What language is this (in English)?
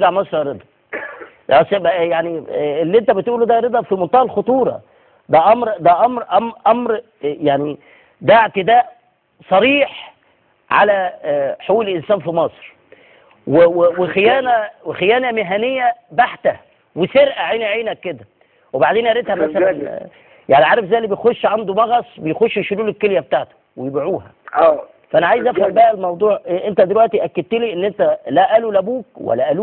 Egyptian Arabic